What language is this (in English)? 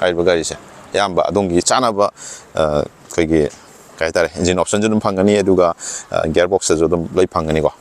Manipuri